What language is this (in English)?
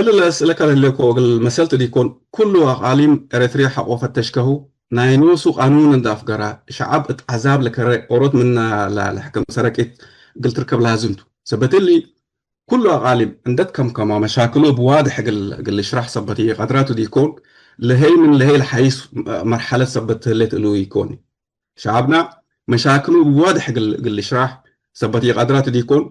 Tigre